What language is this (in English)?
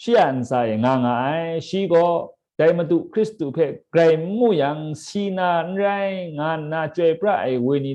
Kachin